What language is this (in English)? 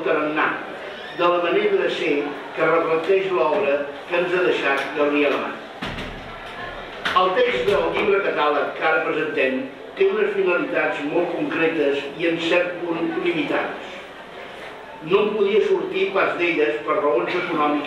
Catalan